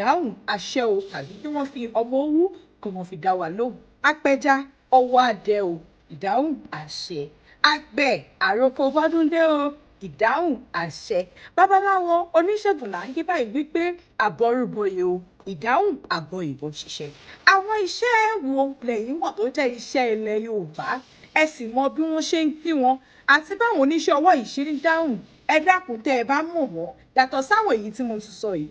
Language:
Yoruba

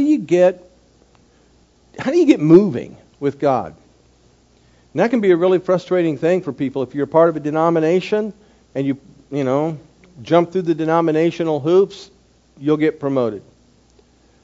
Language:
English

